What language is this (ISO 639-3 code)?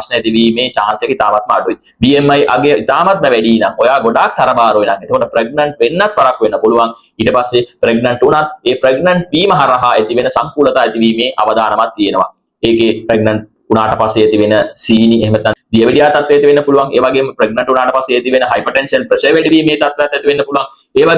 sin